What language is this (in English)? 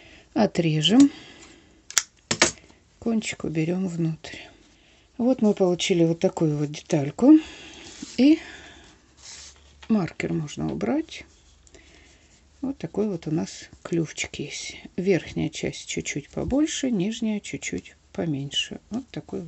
Russian